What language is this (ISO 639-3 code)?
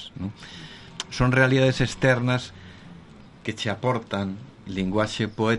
glg